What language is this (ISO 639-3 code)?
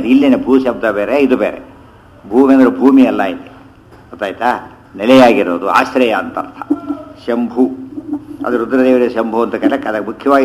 kan